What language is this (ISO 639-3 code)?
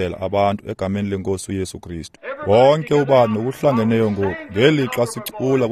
xho